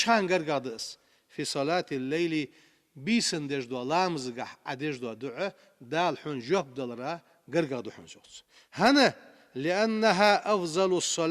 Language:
Ingush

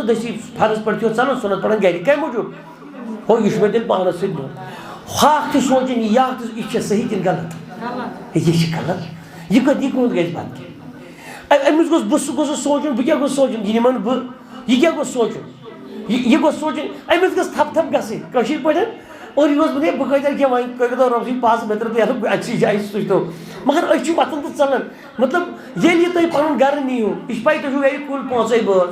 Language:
Kashmiri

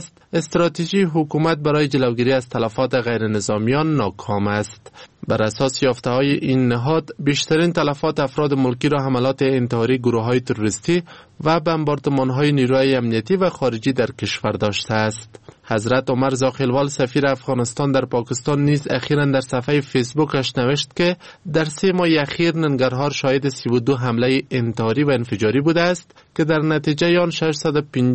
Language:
Persian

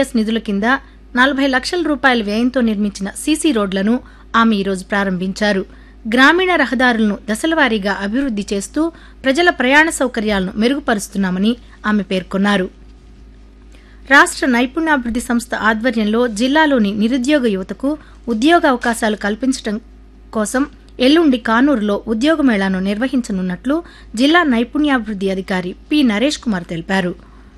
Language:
Telugu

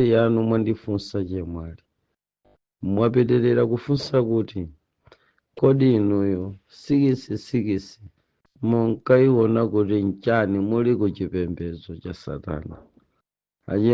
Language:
Nyanja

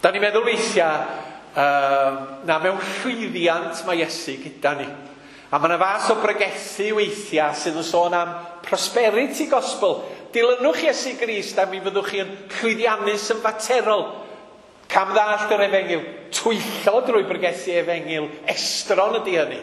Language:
Welsh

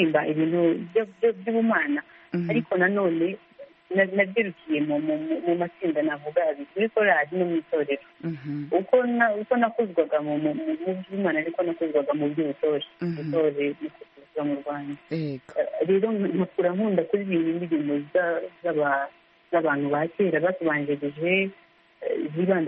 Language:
Kinyarwanda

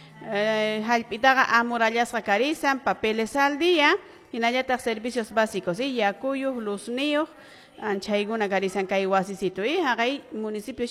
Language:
Quechua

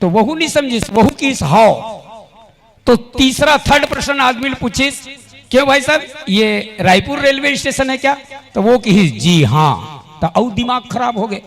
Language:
Chhattisgarhi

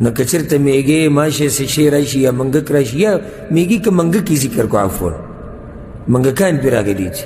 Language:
Pashto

